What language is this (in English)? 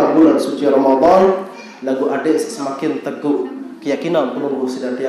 Sasak